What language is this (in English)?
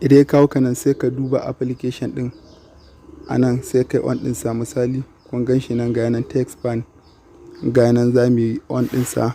Hausa